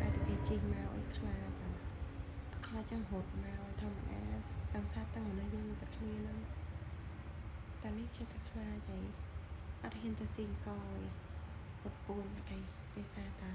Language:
Khmer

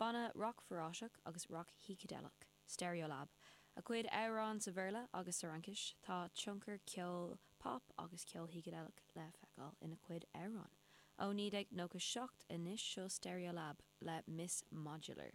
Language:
Irish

